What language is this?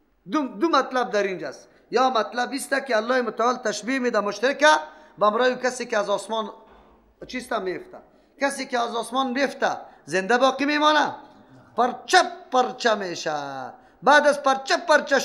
Persian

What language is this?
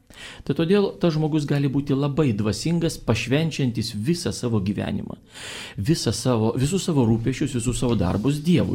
Lithuanian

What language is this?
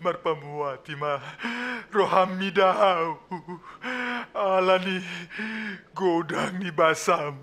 Batak Toba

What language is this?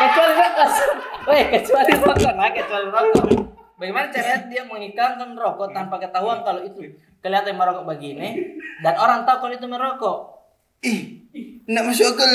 Makassar Malay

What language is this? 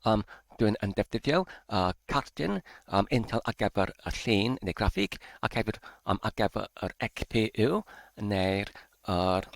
Welsh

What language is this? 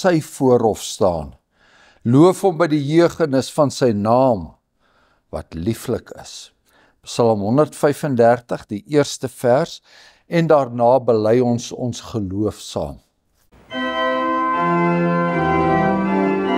Afrikaans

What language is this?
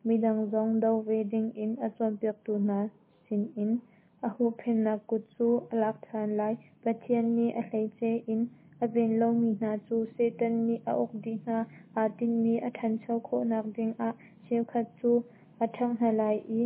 Hakha Chin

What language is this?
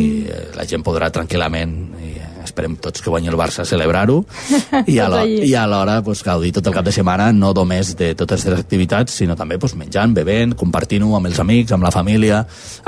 Catalan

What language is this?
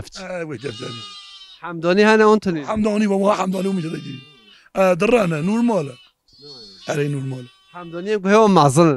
Kurdish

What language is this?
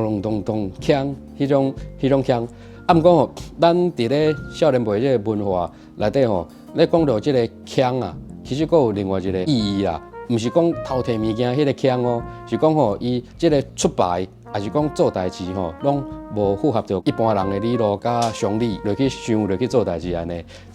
Min Nan Chinese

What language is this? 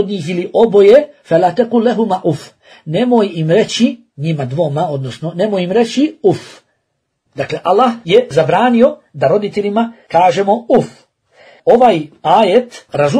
Bosnian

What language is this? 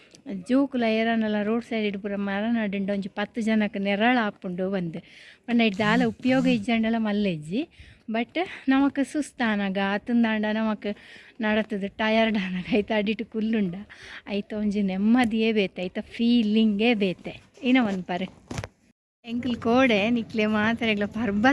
Tulu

